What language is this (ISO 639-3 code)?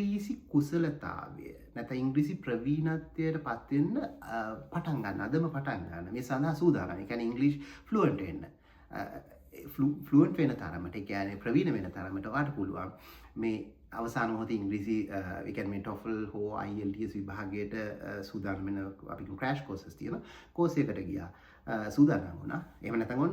sin